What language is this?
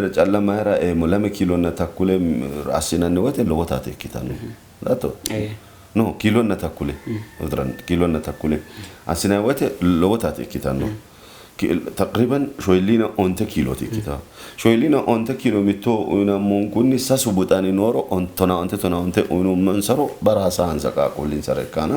Sidamo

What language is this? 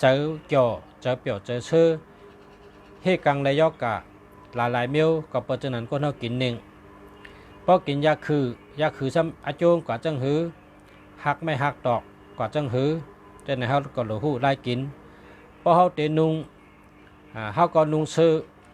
Shan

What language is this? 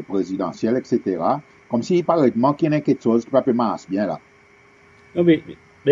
Seselwa Creole French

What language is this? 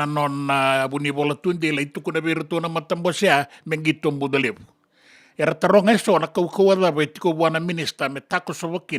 Fijian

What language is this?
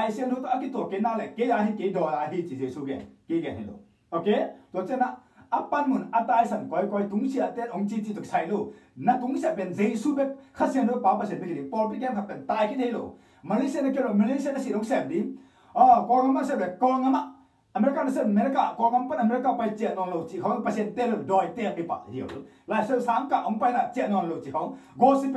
Tedim Chin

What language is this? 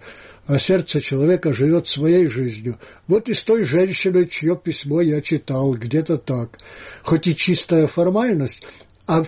Russian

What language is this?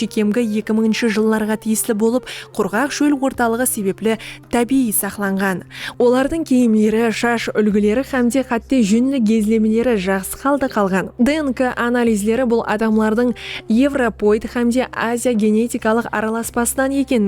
Kara-Kalpak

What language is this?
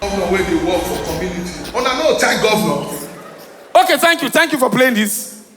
Nigerian Pidgin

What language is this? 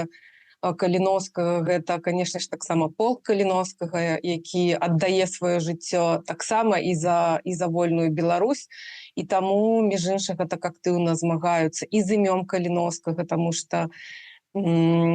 Belarusian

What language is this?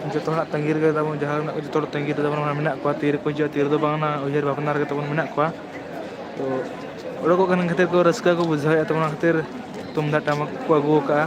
Santali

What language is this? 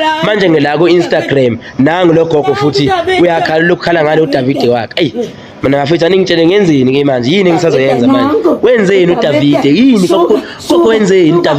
Zulu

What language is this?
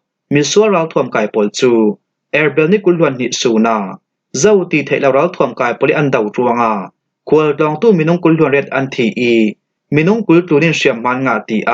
Falam Chin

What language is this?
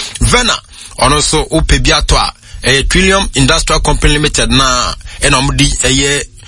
Akan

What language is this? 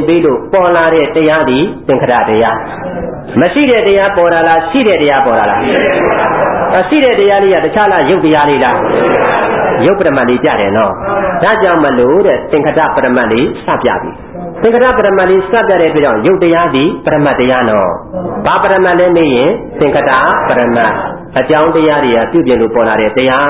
Burmese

